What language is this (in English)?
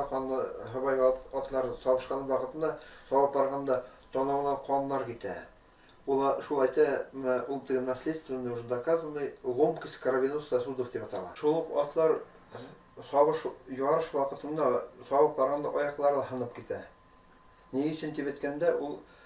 Bashkir